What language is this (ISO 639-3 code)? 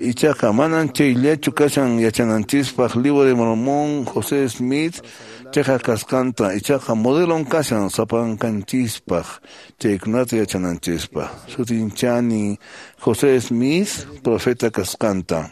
que